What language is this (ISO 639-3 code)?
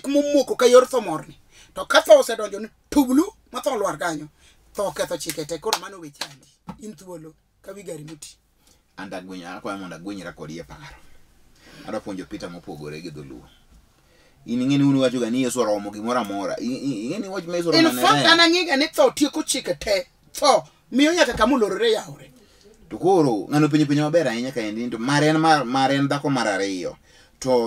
luo